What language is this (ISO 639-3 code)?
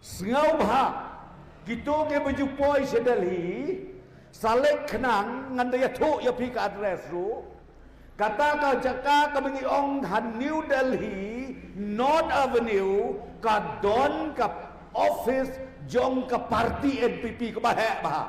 kha